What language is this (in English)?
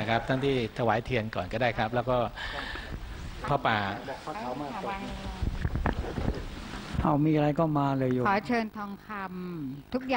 Thai